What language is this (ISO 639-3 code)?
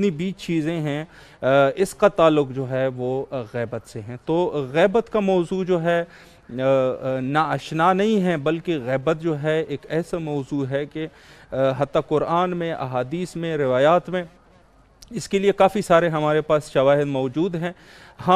urd